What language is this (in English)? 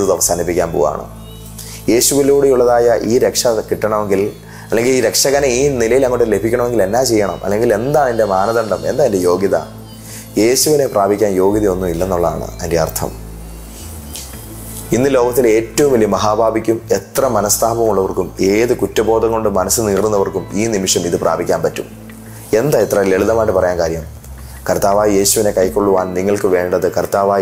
Malayalam